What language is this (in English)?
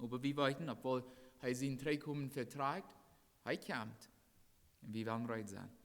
Plautdietsch